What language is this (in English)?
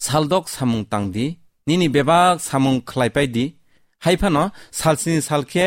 Kok Borok